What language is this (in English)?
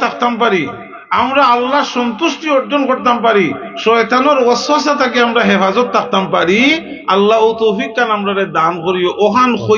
Sylheti